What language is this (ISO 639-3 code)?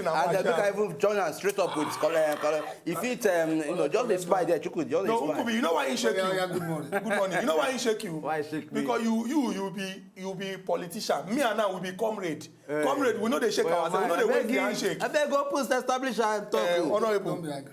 pcm